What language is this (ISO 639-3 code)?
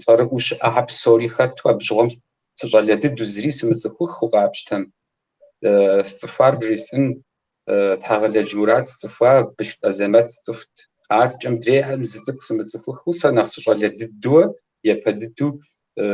kbd